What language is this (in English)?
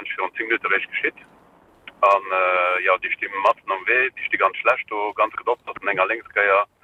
Luxembourgish